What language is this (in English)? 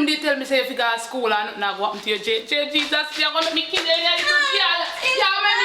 Jamaican Creole English